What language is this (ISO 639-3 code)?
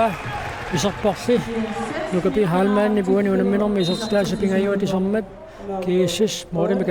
kal